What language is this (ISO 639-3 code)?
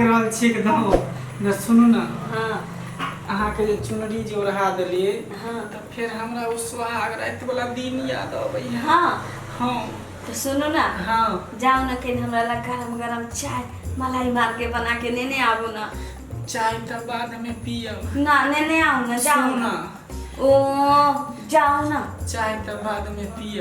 mai